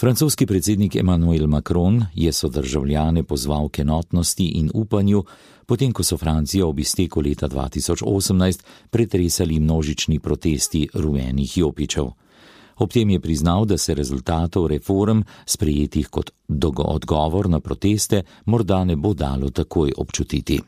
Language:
Slovenian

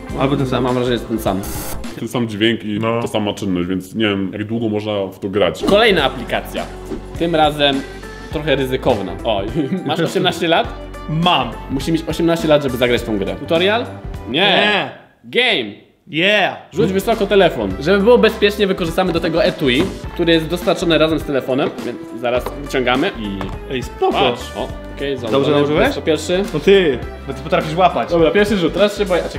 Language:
Polish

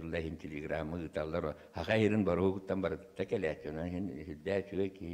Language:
Yakut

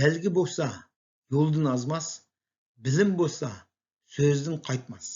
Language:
Uyghur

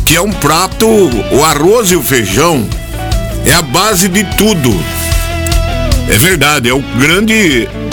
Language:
Portuguese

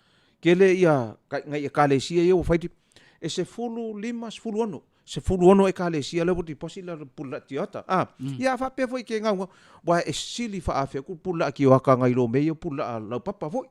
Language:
Samoan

